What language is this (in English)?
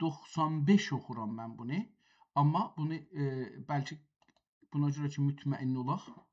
South Azerbaijani